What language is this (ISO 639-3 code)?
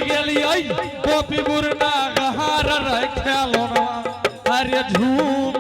anp